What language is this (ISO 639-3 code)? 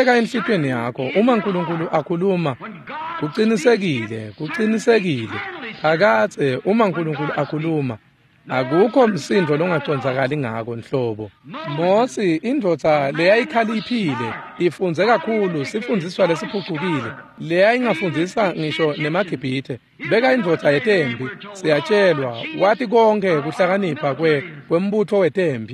ssw